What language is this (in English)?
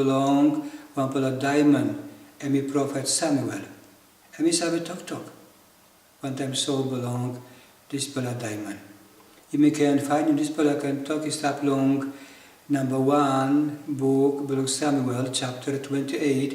Tok Pisin